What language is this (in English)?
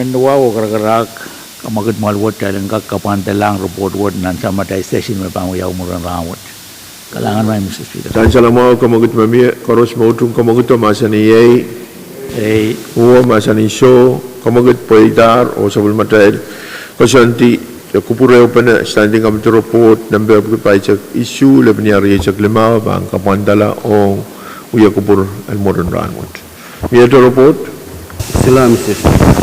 Pohnpeian